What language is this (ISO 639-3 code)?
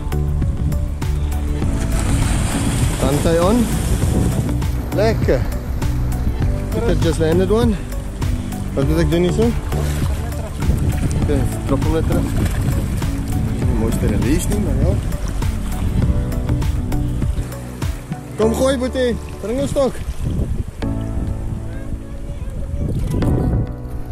afr